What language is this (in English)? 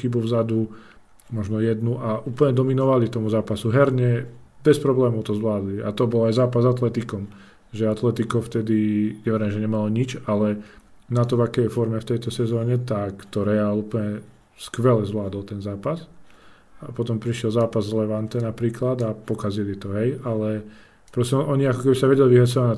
Slovak